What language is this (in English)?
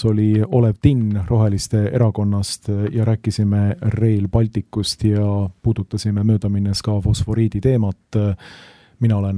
Estonian